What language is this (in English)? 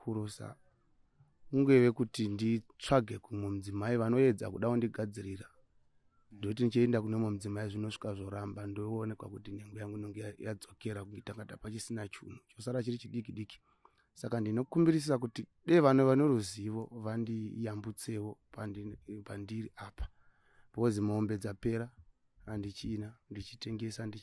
Shona